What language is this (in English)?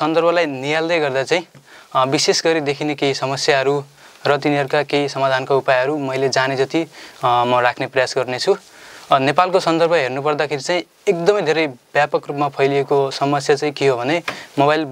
Nepali